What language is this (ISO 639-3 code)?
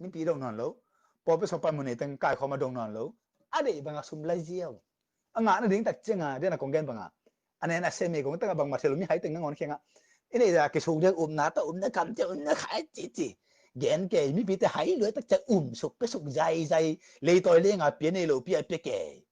ctd